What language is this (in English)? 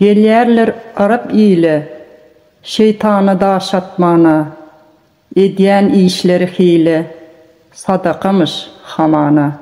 Turkmen